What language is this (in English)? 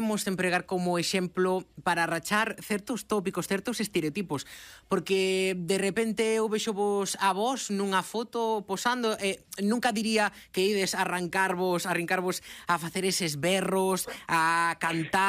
Galician